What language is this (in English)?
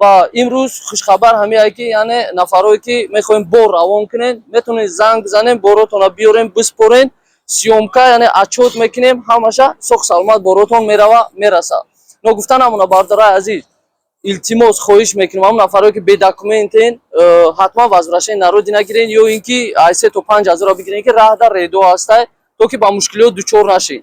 Tajik